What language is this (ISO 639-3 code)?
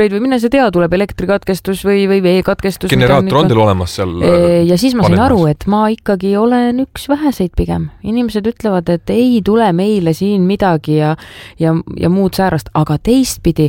est